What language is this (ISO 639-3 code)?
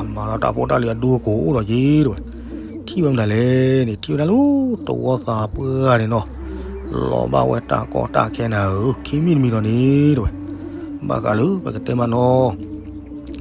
ksw